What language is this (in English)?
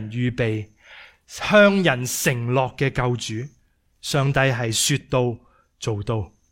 Cantonese